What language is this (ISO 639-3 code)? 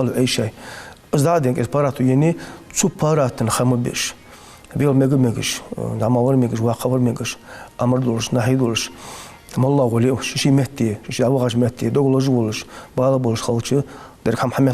inh